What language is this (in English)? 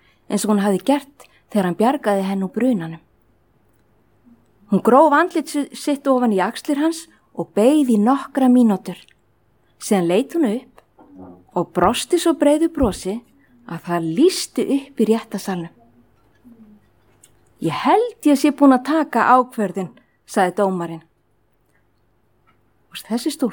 Icelandic